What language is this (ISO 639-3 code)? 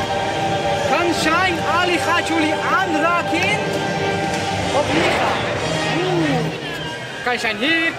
nld